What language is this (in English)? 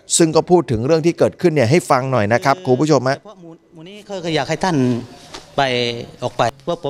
Thai